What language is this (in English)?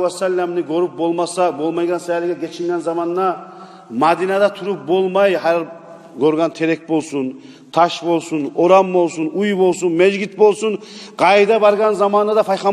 Kumyk